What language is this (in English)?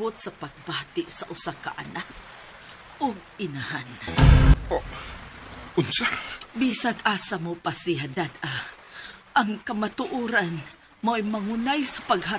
Cebuano